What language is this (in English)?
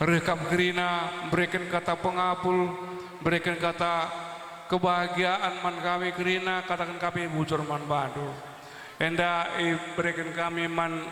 Batak Karo